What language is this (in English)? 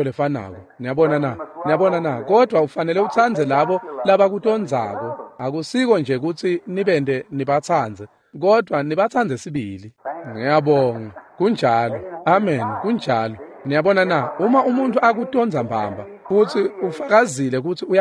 Swati